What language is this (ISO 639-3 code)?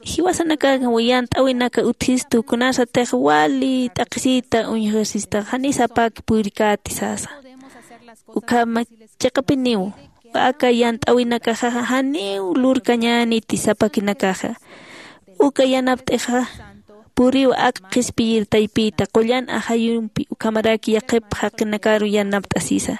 aym